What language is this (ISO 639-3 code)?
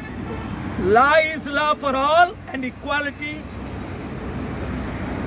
tel